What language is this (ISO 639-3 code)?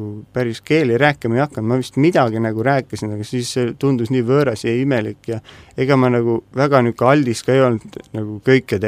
est